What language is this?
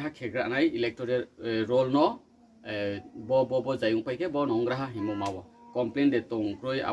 Riang (India)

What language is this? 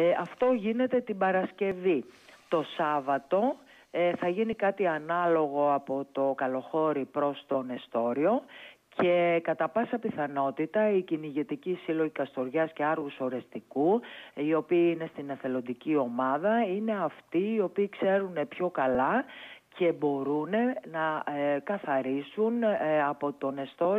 Greek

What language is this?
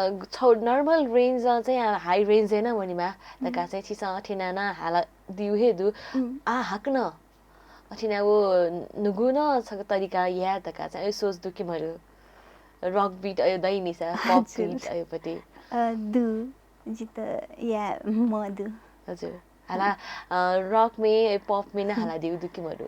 Newari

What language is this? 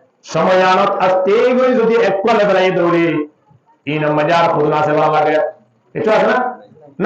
Rohingya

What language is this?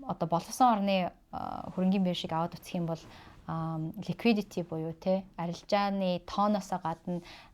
Mongolian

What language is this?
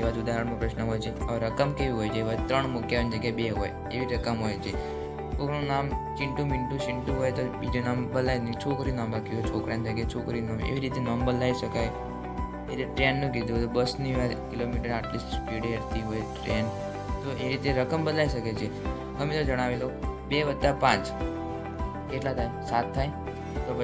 Gujarati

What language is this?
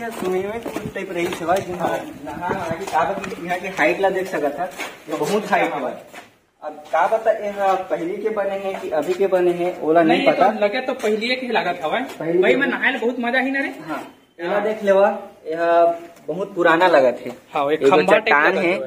Chhattisgarhi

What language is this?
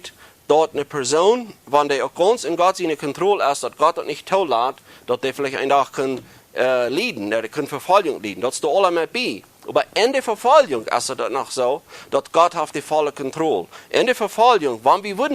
Plautdietsch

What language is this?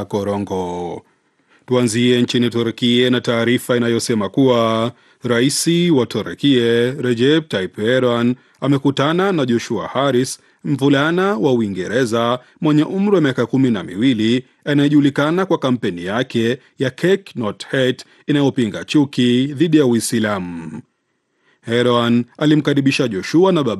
Swahili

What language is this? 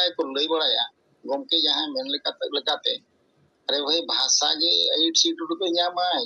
Santali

